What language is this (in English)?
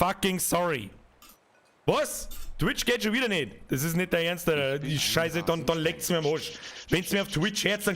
Bavarian